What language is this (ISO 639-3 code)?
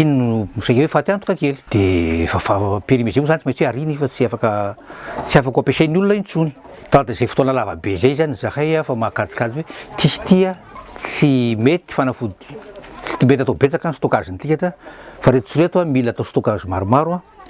mlg